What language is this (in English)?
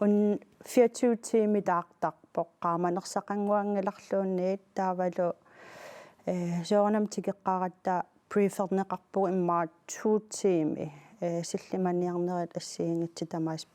Kalaallisut